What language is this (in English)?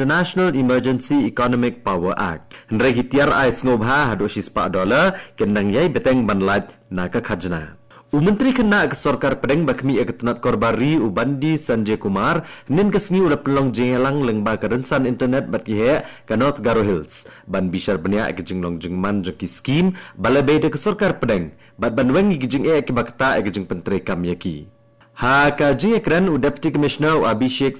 Khasi